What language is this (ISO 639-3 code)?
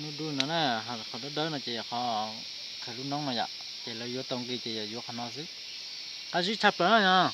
hmn